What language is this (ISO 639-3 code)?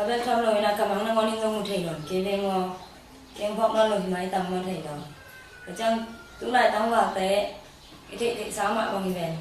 ctd